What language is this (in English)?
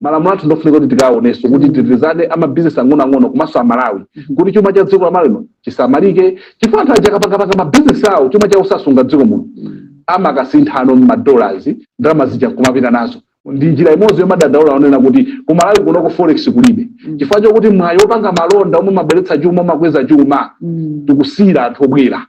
Nyanja